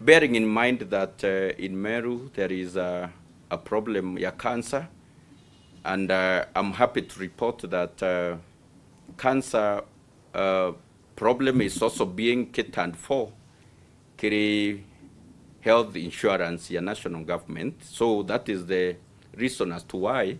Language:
Meru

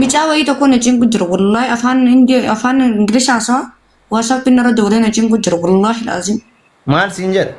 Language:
Oromo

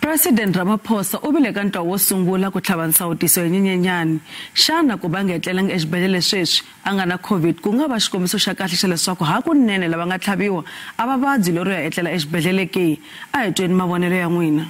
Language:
Tsonga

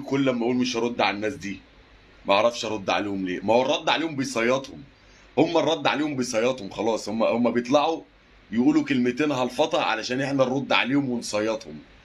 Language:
Egyptian Arabic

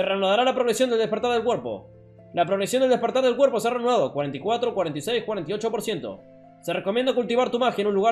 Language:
Spanish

